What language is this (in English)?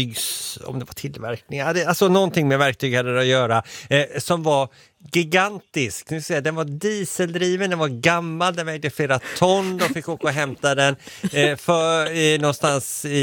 Swedish